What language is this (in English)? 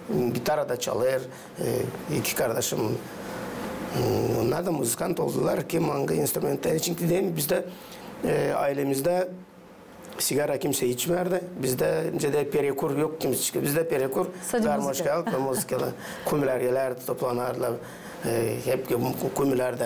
Gagauz